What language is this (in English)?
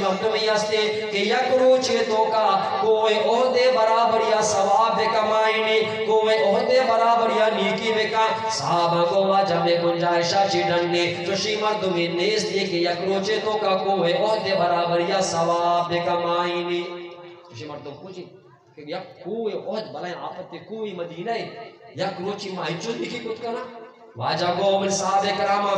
Eastern Balochi